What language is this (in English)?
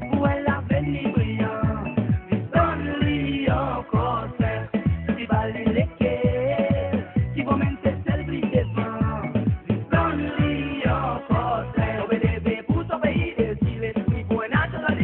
Seselwa Creole French